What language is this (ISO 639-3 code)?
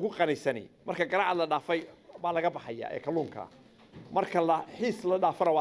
som